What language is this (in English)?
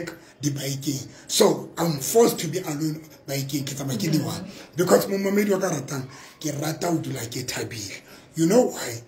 Tswana